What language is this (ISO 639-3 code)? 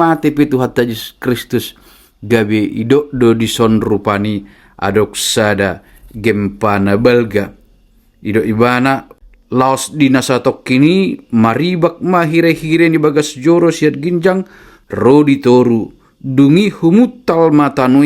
bbc